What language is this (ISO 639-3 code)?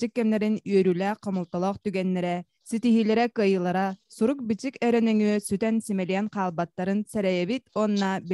sah